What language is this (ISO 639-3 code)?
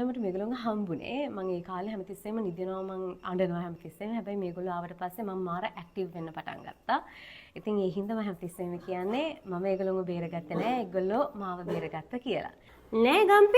sin